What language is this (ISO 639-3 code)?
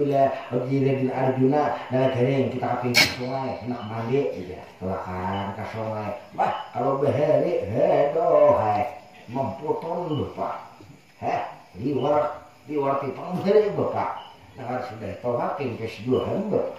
bjn